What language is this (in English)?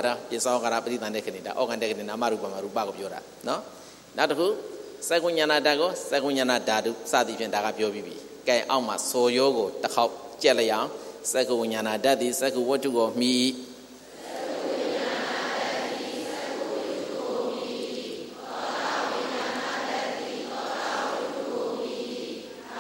Burmese